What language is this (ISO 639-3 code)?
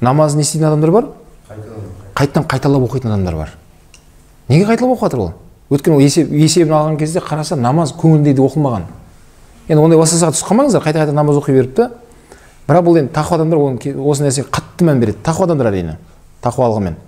kaz